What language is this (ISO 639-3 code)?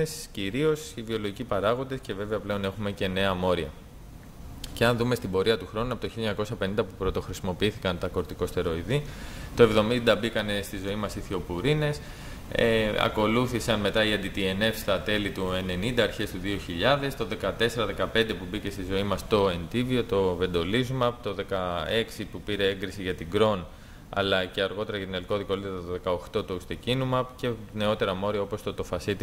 ell